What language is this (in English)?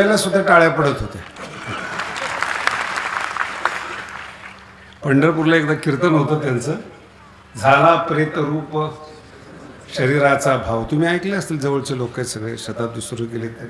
Marathi